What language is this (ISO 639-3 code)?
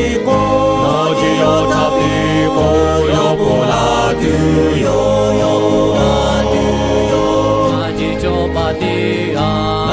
lhu